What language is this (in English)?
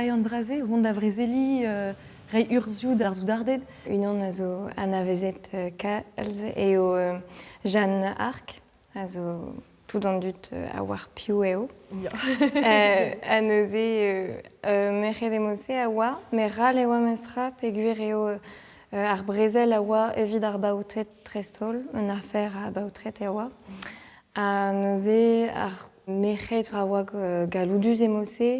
Breton